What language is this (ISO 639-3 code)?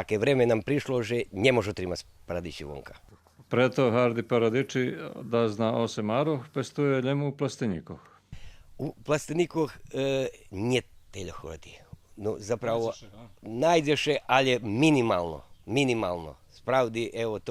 rue